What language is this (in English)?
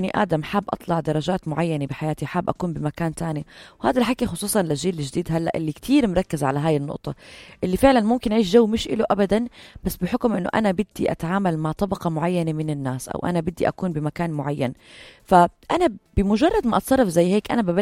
North Levantine Arabic